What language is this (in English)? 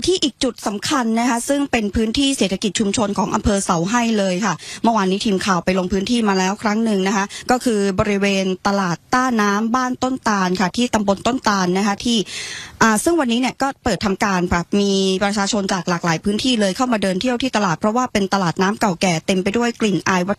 Thai